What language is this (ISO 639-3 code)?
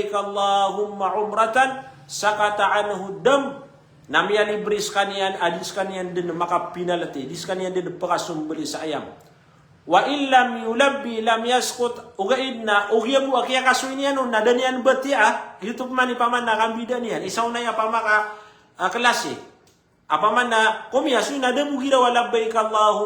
mrw